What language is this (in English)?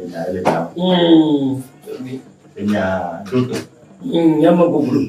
Ewe